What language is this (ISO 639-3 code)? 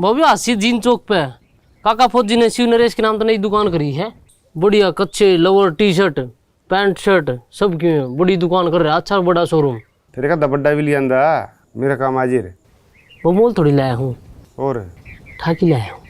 bgc